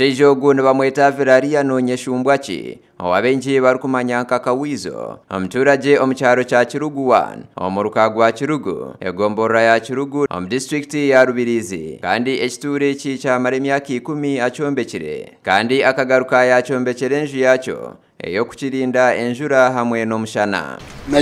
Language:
Nyankole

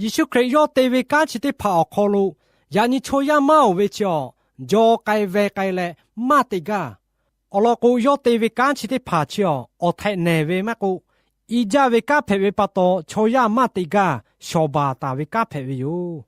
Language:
Lahu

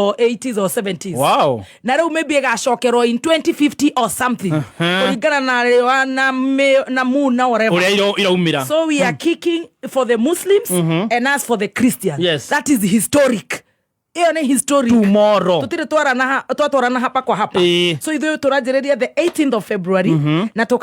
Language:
Kikuyu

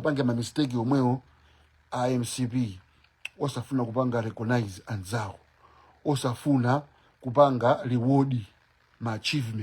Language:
Nyanja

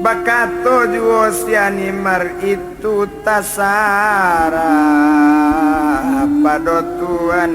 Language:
Minangkabau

